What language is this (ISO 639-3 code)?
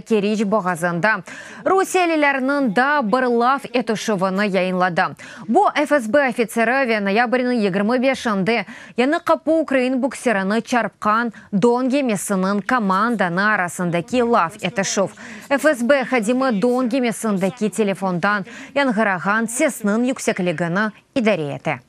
crh